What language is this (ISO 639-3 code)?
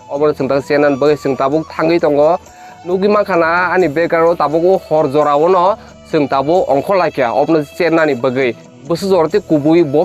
trp